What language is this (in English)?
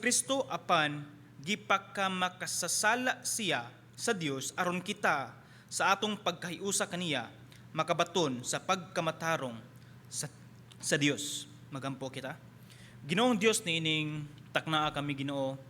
Cebuano